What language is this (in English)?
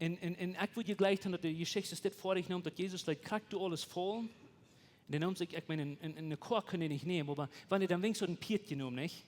Plautdietsch